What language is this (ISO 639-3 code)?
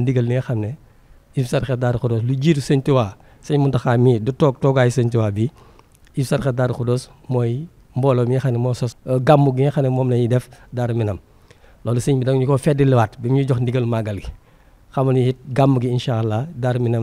wol